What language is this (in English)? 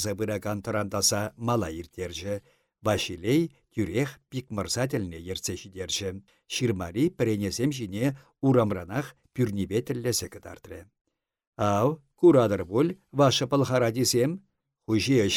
Chuvash